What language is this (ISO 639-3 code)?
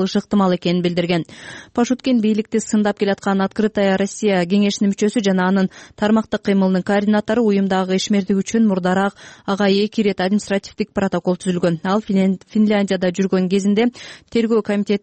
kir